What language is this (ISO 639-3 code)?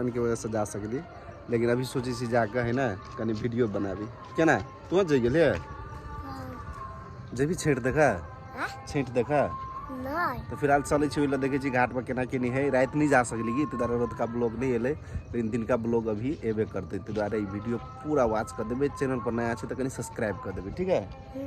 mai